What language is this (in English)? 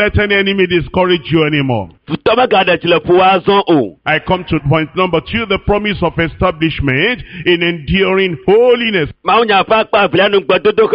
Ewe